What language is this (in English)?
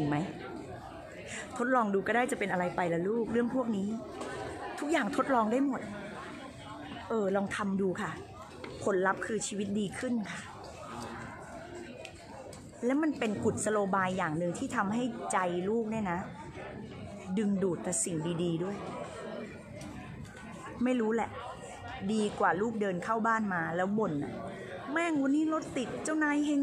Thai